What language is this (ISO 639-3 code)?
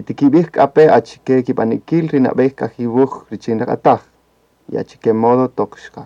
cak